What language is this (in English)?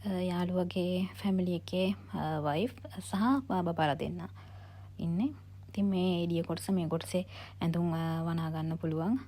Sinhala